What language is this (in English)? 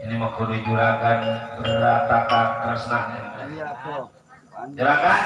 Betawi